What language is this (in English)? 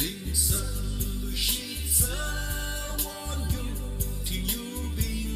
Tangkhul Naga (India)